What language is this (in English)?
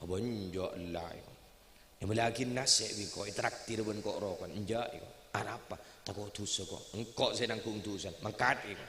Madurese